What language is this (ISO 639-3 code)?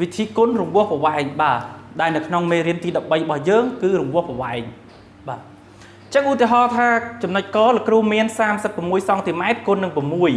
khm